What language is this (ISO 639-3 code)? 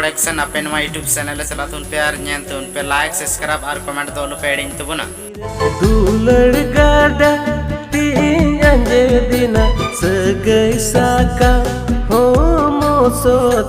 sat